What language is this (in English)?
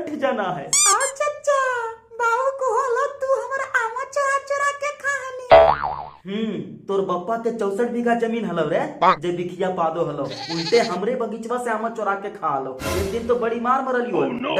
Magahi